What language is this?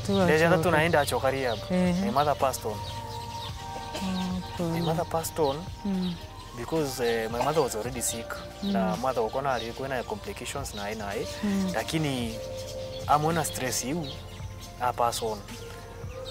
Meru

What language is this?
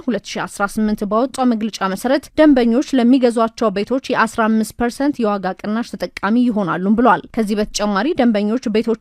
Amharic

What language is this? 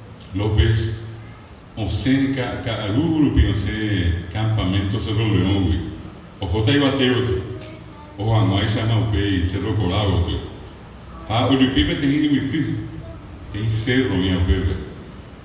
Guarani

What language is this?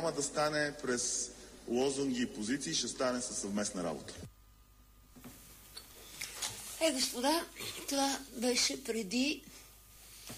Bulgarian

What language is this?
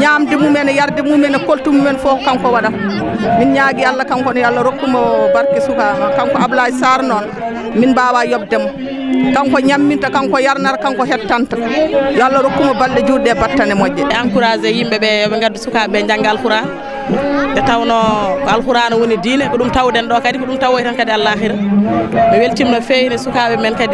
Fula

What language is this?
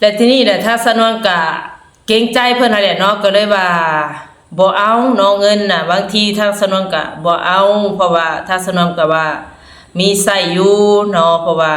Lao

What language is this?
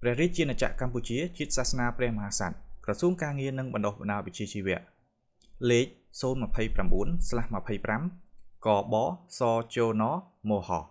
Khmer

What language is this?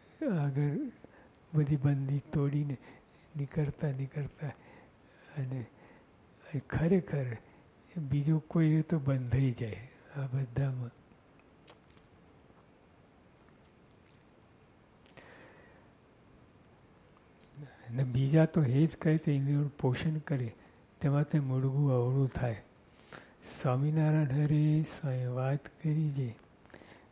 Gujarati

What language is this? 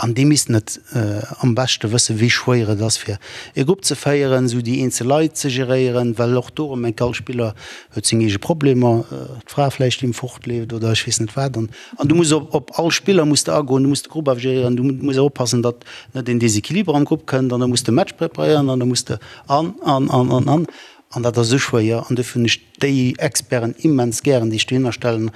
Luxembourgish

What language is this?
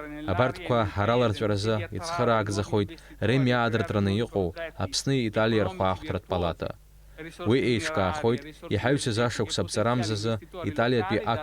Abkhazian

